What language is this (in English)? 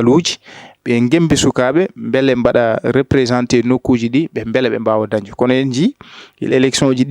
Fula